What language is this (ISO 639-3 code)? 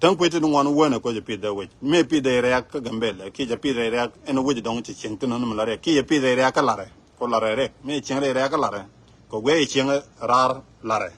nus